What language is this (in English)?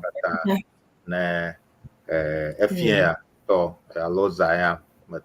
Ewe